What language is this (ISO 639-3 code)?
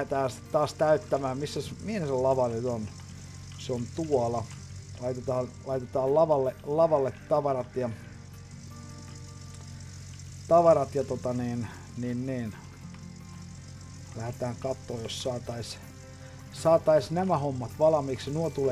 fin